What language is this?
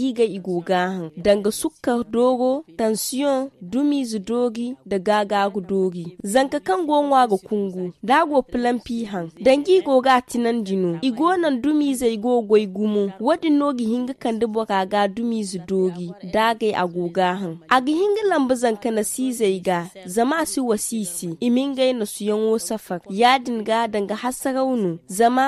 Zarma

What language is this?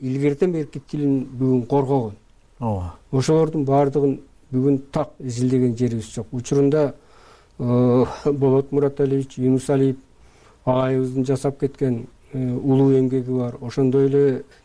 Kyrgyz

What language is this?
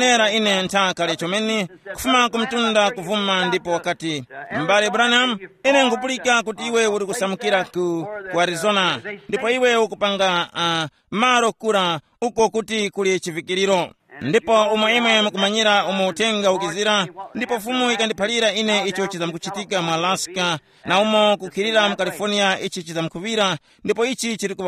Tumbuka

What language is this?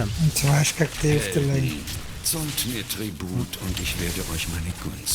Swiss German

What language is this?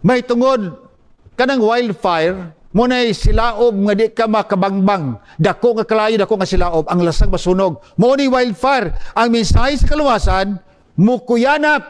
Cebuano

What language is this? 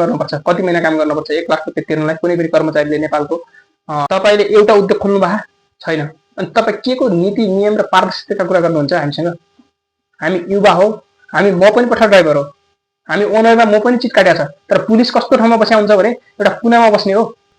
Nepali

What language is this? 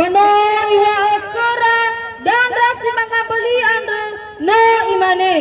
Nias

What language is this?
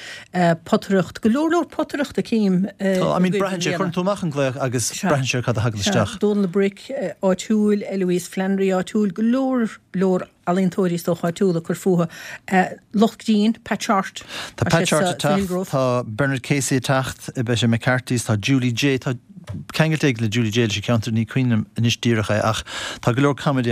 Irish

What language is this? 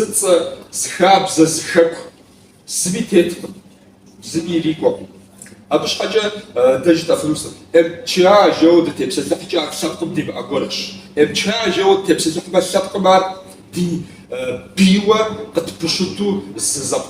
Kabardian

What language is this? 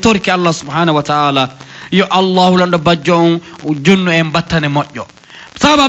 Pular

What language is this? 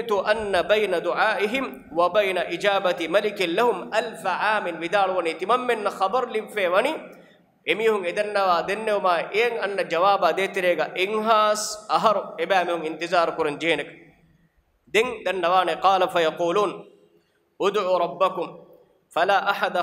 Divehi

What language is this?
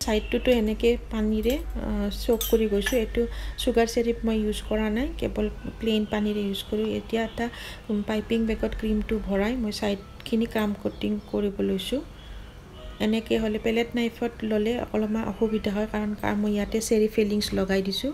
Assamese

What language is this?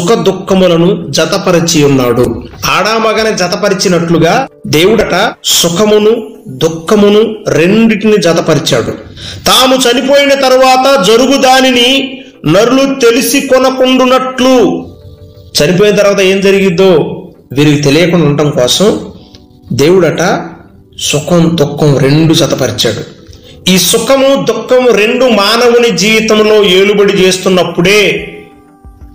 Telugu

